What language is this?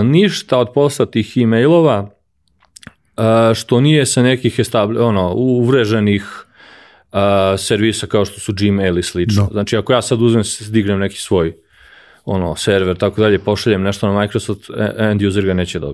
Serbian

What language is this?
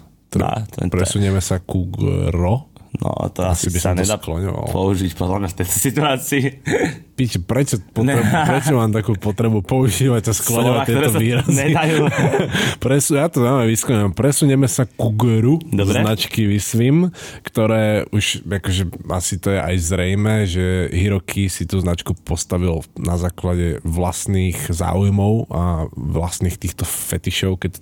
Slovak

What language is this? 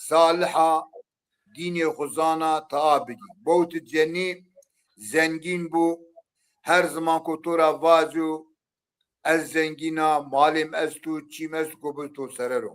Zaza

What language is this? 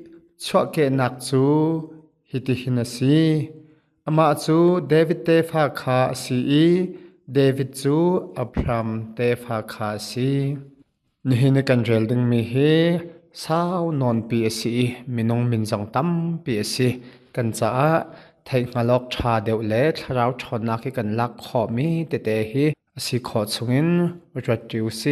Hakha Chin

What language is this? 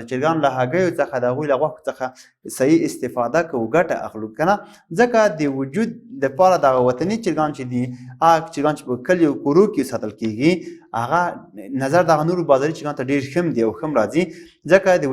Pashto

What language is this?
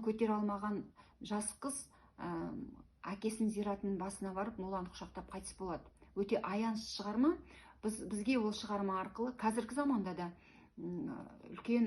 Kazakh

